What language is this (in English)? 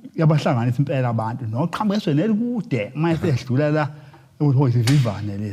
Zulu